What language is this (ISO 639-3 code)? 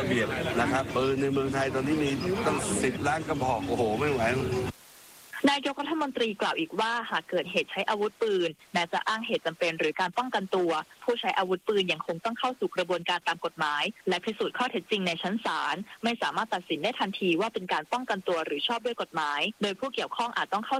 tha